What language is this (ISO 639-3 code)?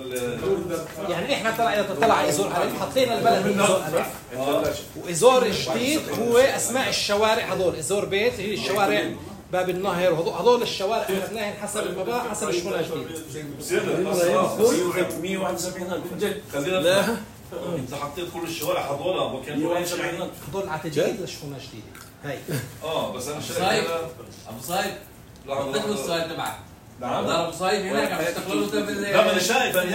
apc